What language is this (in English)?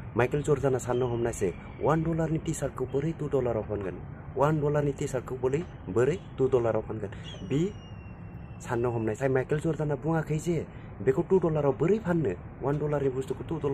Bodo